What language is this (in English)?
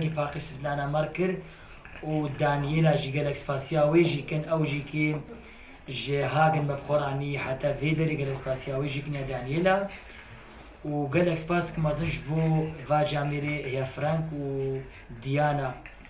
Kurdish